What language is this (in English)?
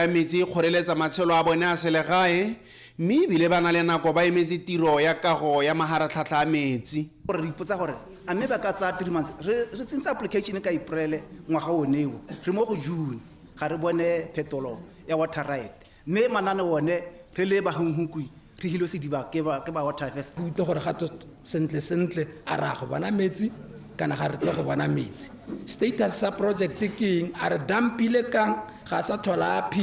Tswana